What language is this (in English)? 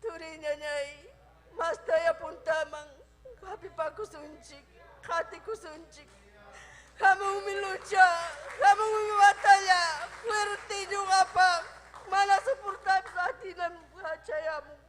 Ayacucho Quechua